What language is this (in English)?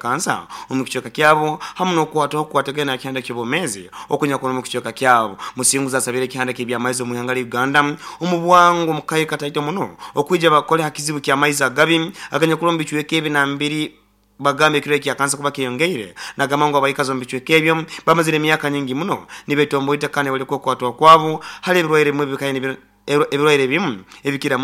Nyoro